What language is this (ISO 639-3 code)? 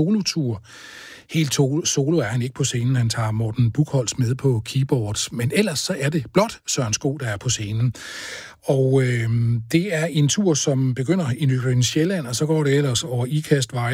dan